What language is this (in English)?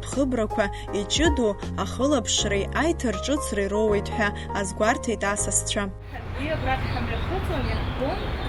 Abkhazian